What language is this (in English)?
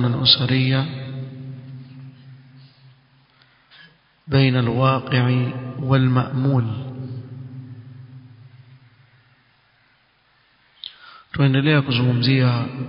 Swahili